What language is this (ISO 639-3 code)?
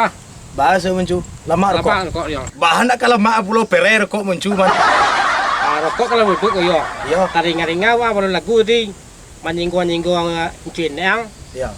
min